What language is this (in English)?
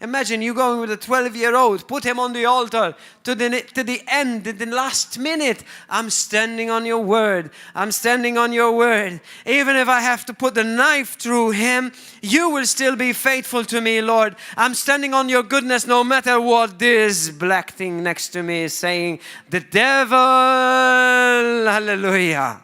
English